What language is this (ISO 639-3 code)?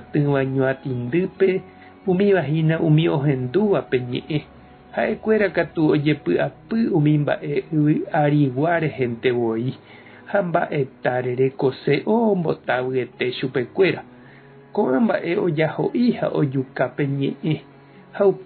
grn